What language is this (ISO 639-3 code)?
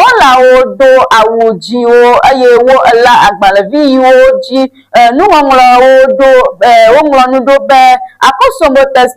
ewe